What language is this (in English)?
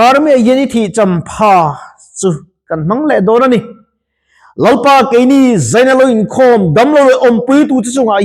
Mizo